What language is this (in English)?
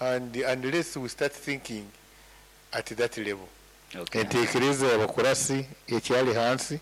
Nyankole